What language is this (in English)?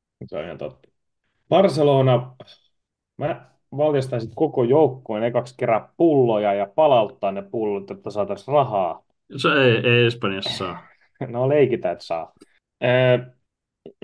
Finnish